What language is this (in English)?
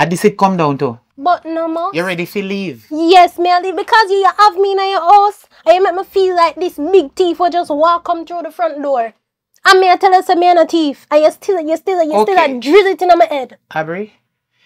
Jamaican Creole English